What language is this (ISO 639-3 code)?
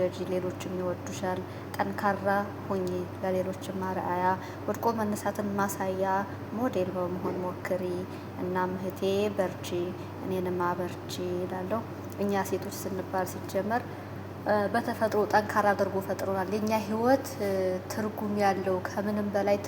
amh